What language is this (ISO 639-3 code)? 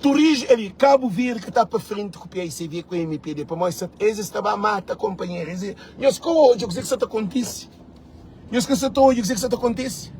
kea